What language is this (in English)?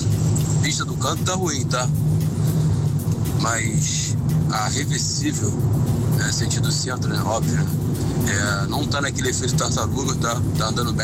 Portuguese